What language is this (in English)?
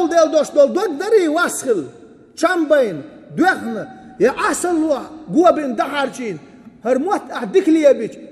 Chechen